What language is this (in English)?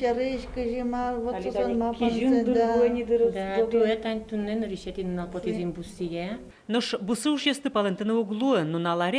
Udmurt